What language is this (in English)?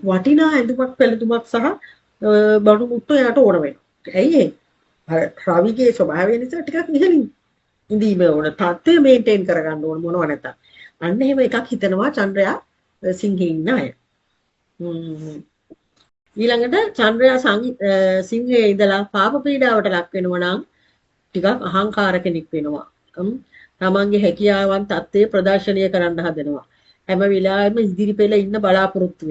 Sinhala